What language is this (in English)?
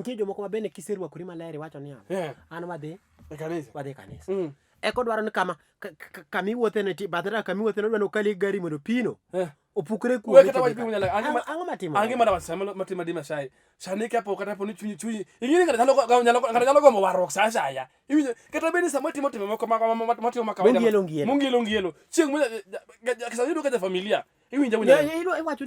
Luo (Kenya and Tanzania)